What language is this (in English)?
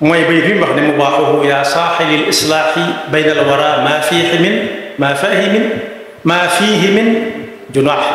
Wolof